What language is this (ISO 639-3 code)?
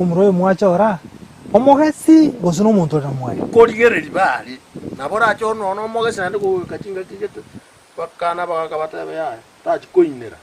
guz